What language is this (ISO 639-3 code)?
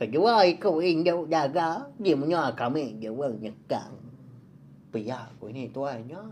iba